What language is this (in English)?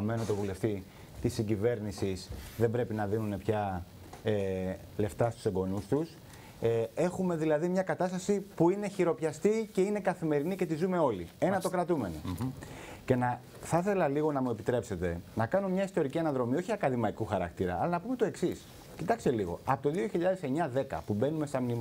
Greek